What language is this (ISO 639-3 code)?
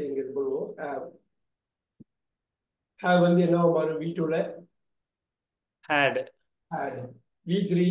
tam